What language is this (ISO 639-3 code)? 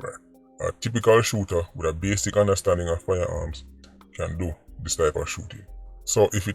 jam